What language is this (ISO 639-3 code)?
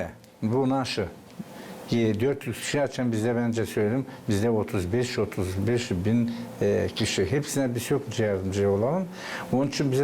gag